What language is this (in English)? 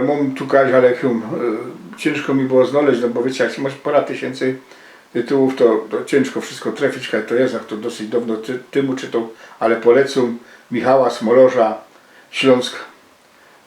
Silesian